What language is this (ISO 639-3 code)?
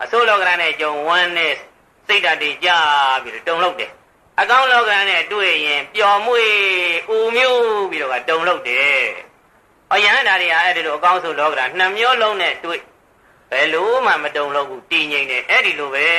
mya